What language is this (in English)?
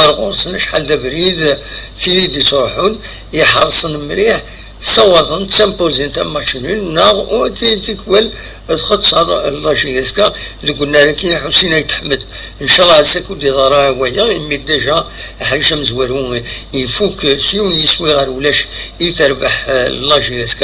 Kabyle